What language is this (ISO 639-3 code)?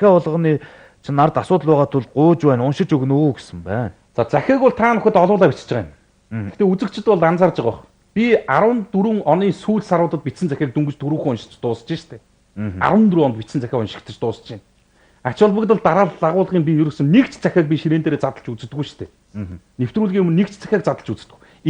mon